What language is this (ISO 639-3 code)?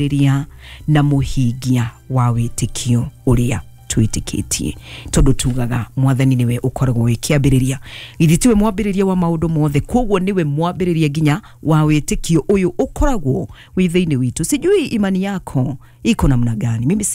kik